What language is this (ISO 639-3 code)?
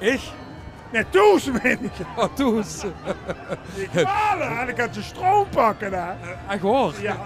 lim